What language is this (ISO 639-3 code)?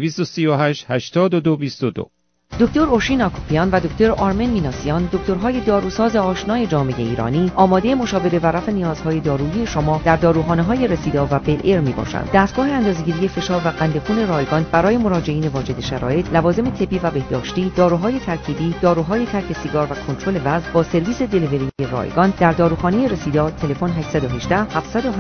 fas